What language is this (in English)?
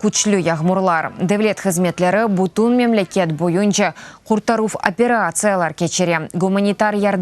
Crimean Tatar